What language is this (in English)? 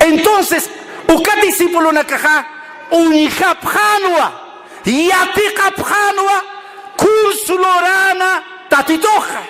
Aymara